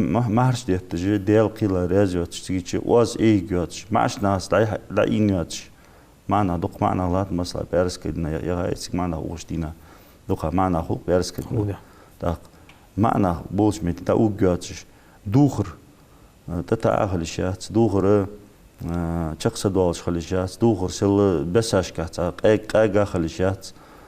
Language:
Ingush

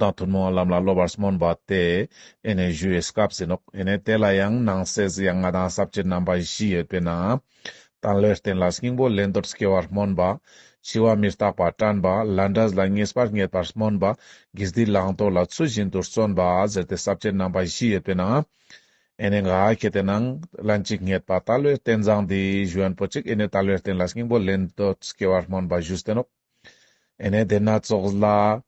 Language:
Ladakhi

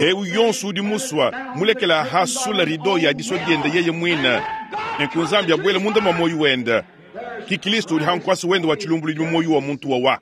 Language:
Luba-Lulua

